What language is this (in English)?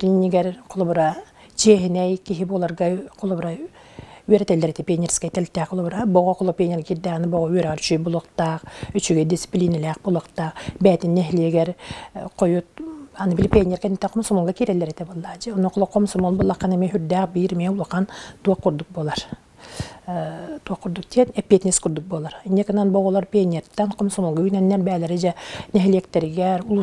Yakut